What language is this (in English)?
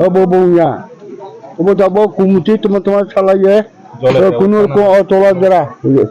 Kok Borok